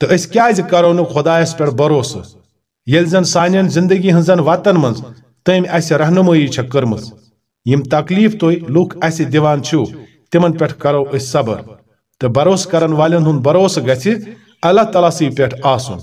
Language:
Kashmiri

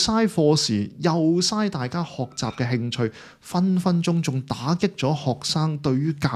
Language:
Cantonese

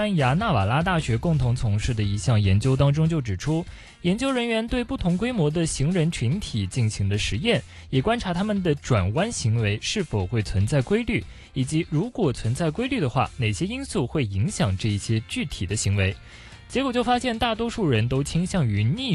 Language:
Chinese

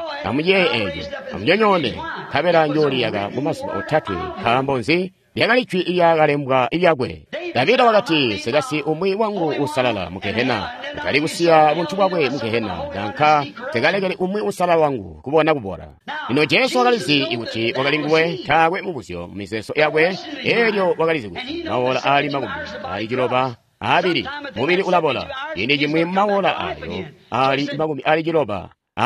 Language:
Tonga (Zambia)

